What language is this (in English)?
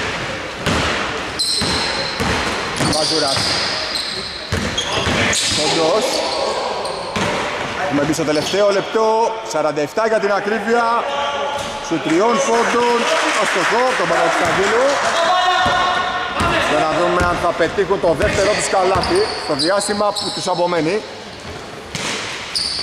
Greek